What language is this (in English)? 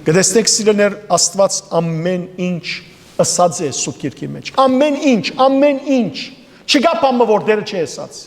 Western Armenian